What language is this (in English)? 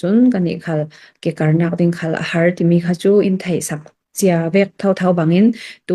Falam Chin